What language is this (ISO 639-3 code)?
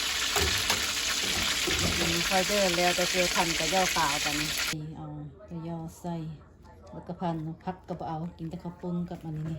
lao